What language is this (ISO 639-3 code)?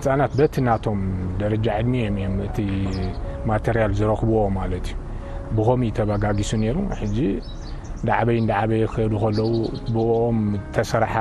tir